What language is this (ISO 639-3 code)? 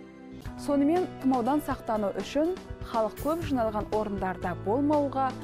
kaz